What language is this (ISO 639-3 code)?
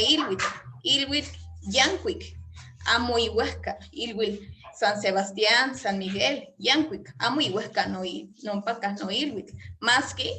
nhe